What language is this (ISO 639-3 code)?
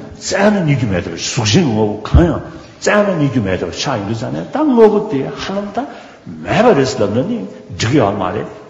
bod